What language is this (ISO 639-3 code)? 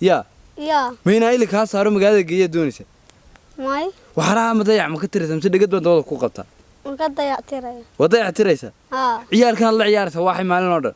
som